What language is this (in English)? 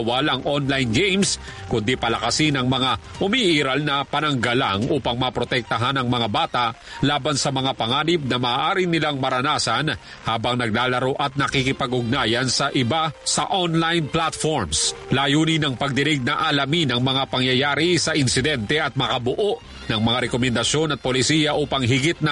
Filipino